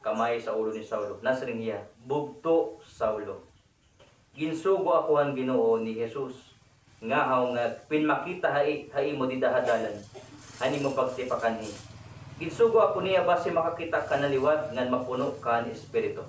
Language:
Waray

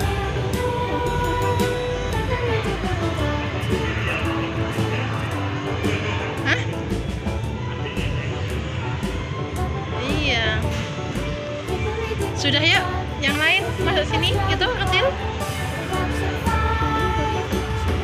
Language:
Indonesian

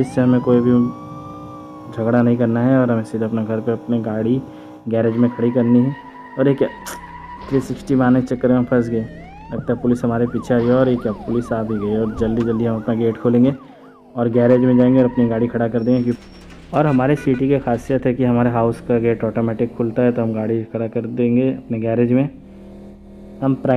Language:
Hindi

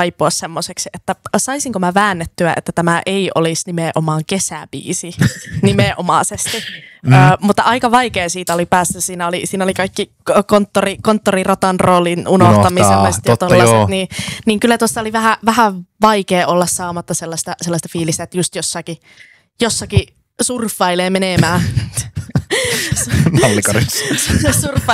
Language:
Finnish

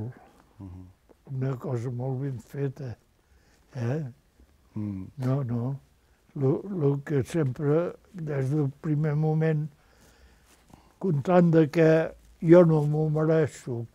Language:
Catalan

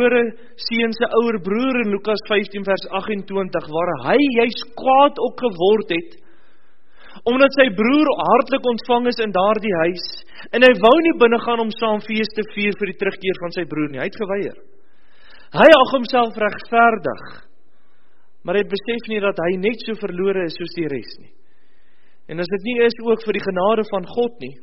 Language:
Afrikaans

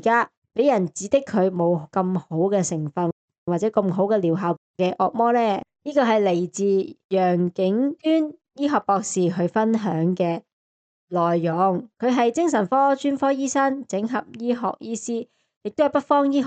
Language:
Cantonese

